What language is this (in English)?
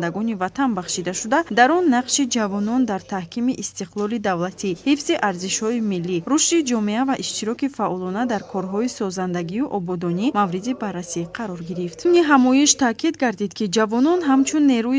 Tajik